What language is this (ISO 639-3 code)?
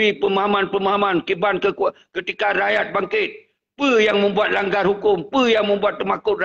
ace